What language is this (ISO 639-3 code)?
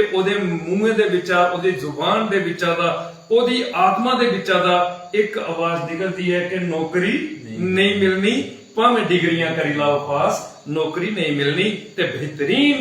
doi